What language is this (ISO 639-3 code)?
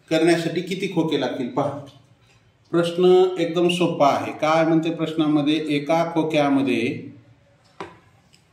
mar